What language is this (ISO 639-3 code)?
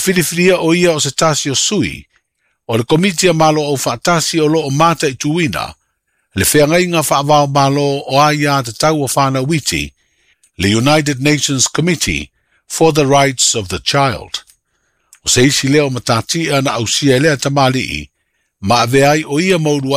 smo